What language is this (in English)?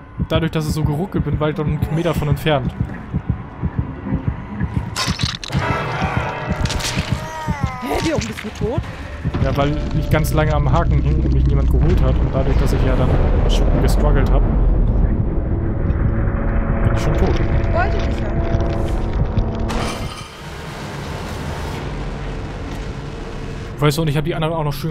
German